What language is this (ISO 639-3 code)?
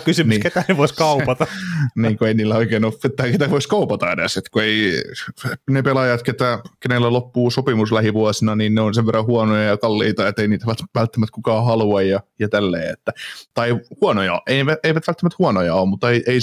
fin